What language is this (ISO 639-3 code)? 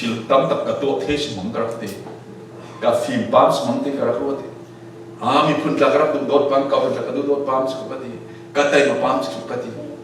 cfm